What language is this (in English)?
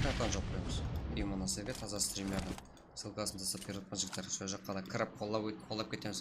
Kara-Kalpak